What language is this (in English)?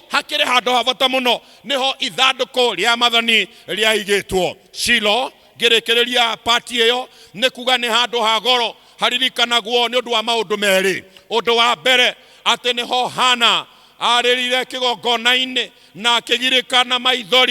Kikuyu